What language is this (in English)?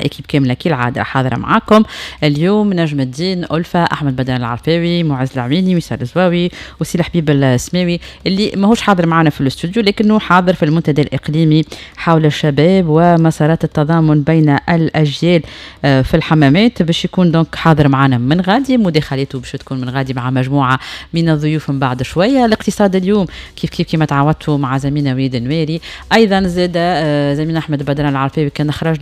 Tunisian Arabic